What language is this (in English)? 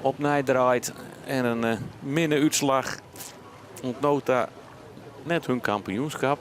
Western Frisian